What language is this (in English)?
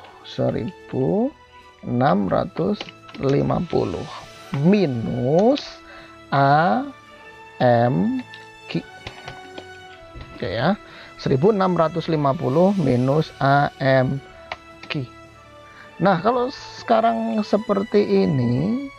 Indonesian